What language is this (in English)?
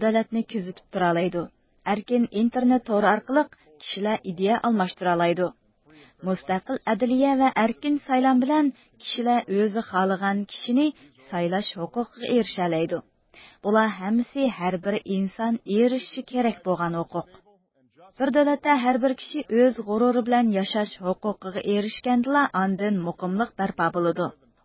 Uyghur